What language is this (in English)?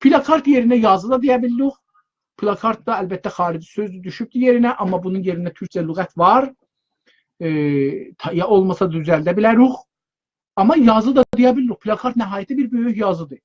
South Azerbaijani